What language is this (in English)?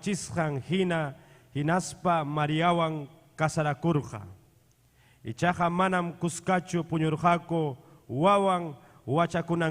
Ayacucho Quechua